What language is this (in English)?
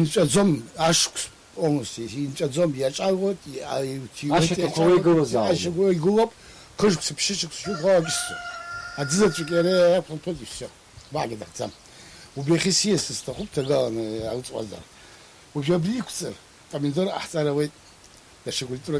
Abkhazian